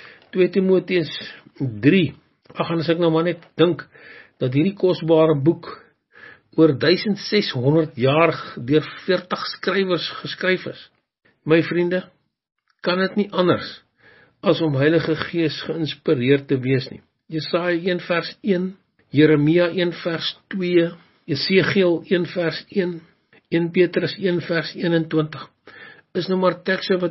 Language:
Afrikaans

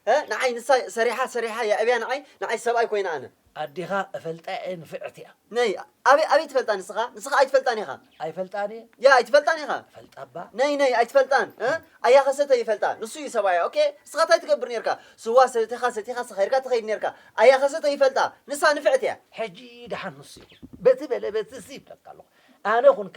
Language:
Tigrinya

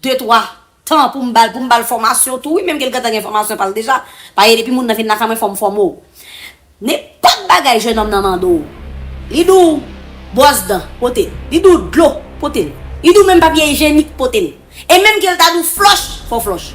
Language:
Haitian Creole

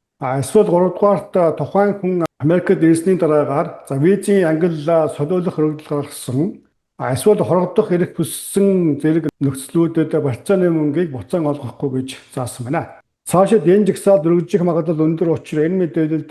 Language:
Mongolian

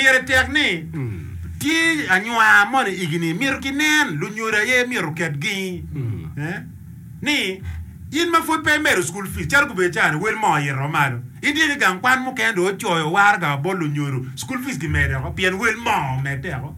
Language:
Acoli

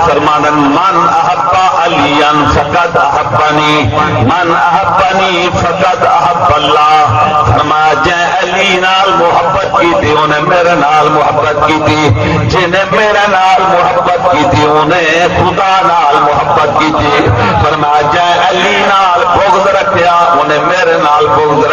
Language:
Saraiki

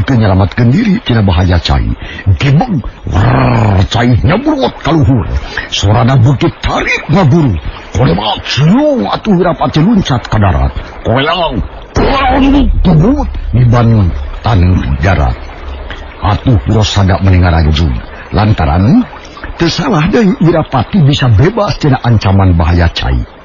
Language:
Sundanese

